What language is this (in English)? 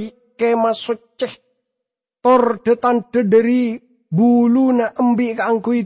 Madurese